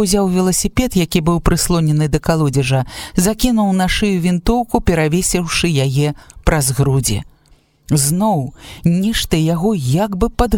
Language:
Belarusian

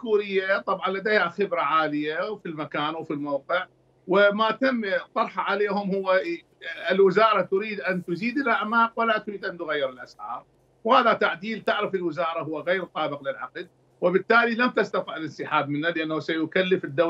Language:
Mesopotamian Arabic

